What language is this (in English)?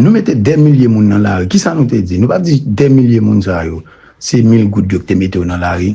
Haitian Creole